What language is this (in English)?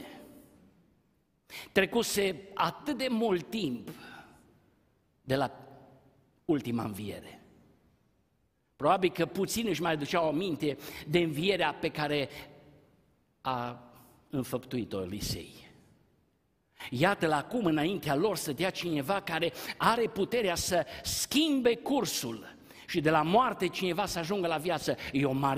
Romanian